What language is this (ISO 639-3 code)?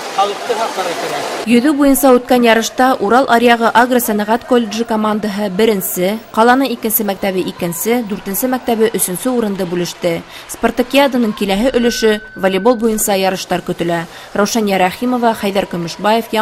bak